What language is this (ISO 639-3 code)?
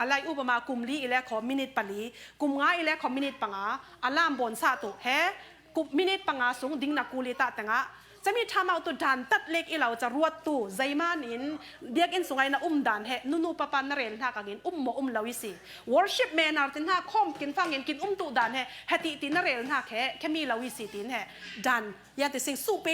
cfm